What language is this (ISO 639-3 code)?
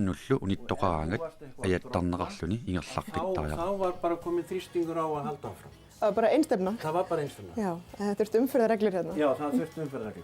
kal